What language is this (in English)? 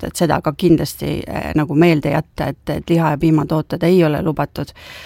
Estonian